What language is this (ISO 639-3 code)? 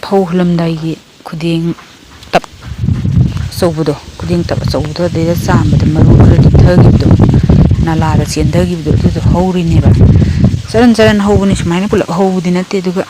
mni